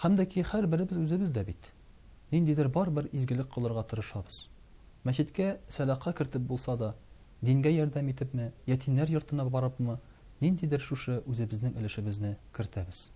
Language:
Tatar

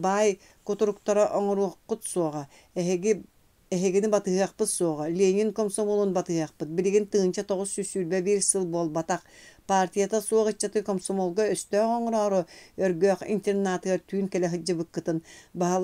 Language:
Yakut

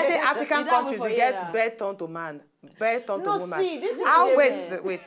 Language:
Nigerian Pidgin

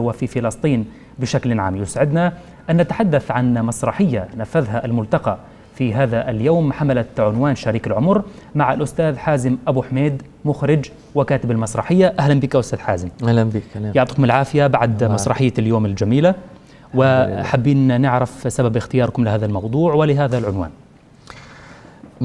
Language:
South Levantine Arabic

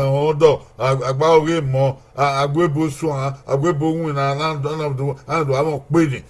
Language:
Bini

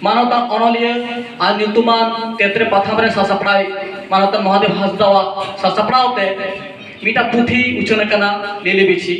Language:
Santali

